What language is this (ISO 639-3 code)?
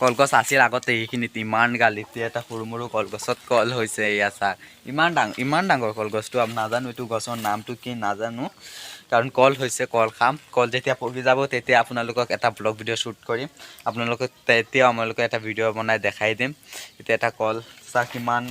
asm